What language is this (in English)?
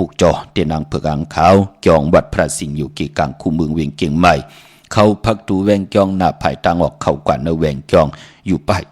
Shan